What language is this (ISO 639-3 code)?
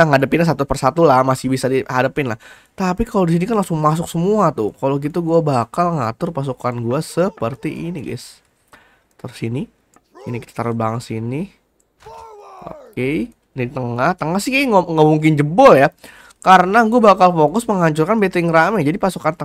ind